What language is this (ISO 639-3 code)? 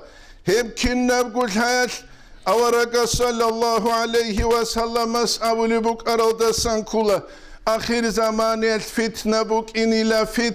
ava